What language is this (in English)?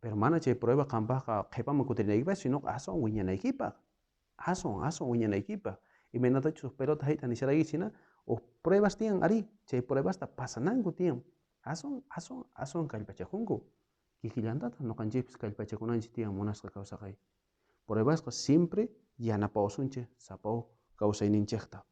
South Bolivian Quechua